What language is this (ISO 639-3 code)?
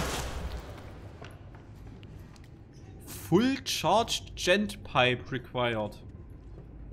deu